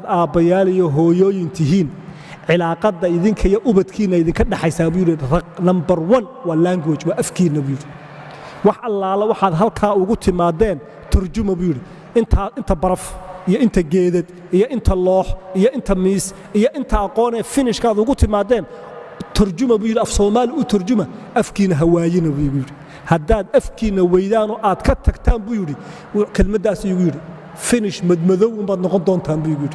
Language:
Somali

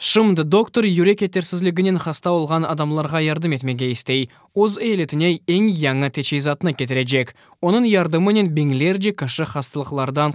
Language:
Crimean Tatar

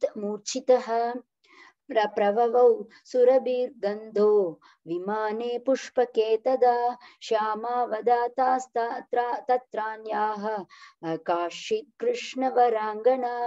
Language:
Sanskrit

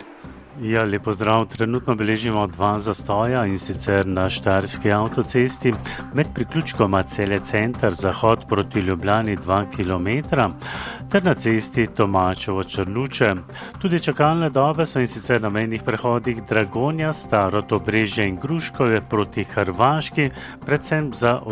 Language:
Slovenian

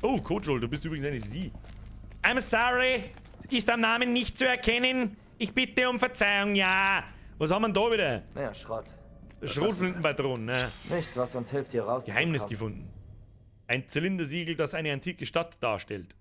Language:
Bavarian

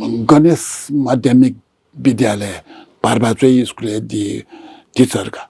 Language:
Newari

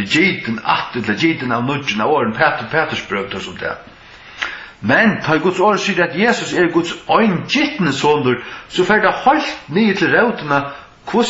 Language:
Faroese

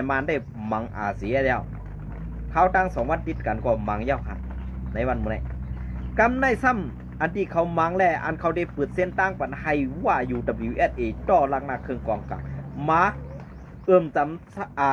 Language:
Shan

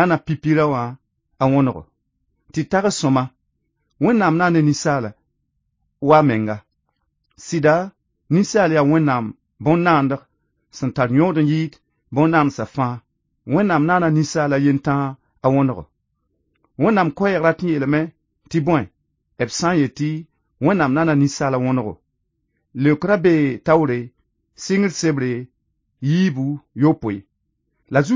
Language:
Mossi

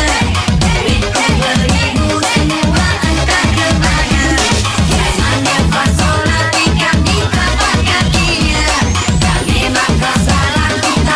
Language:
Musi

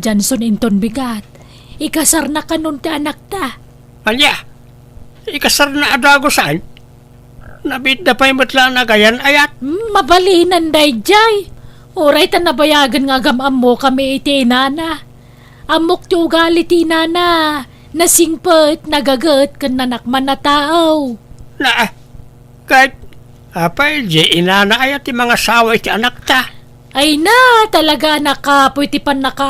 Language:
Iloko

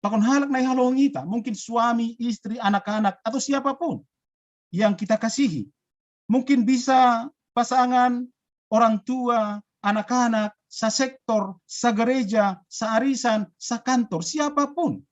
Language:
Batak Simalungun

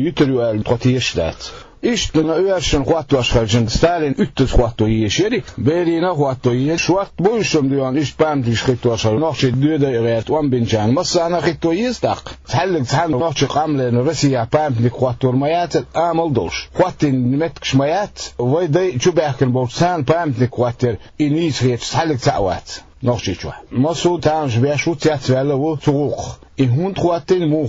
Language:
Chechen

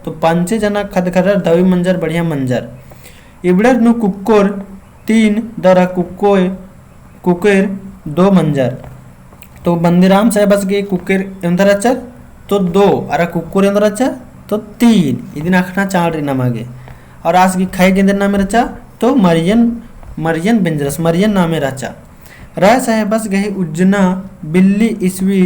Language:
Kurukh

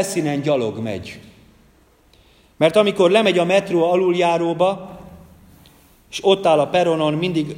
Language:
Hungarian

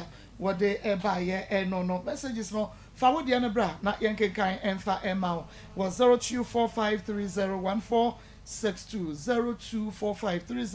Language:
Akan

